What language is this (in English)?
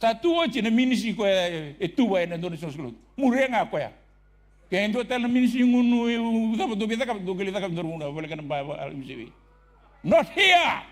Fijian